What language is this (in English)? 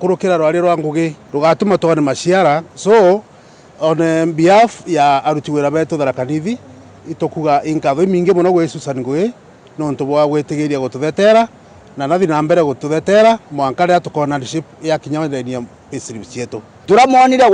Meru